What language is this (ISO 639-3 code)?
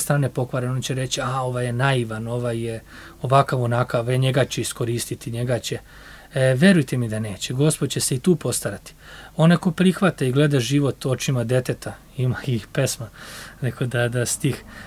srp